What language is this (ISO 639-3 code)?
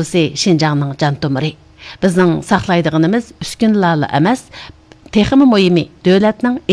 uig